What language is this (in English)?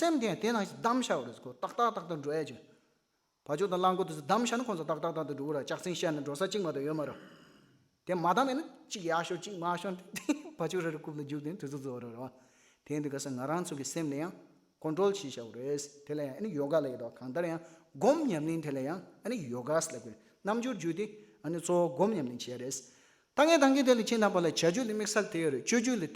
Tibetan